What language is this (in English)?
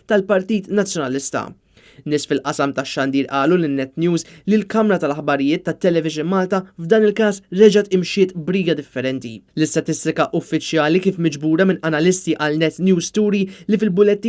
Maltese